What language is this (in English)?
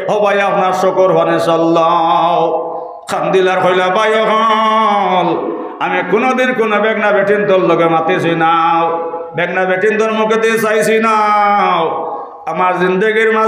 Sylheti